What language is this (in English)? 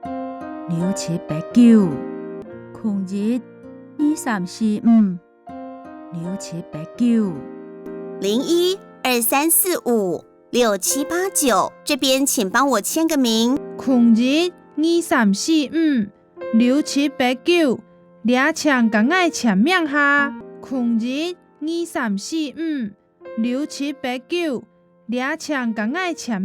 Hakka Chinese